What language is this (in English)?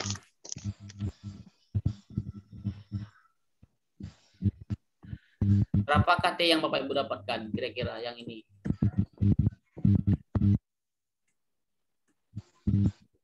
Indonesian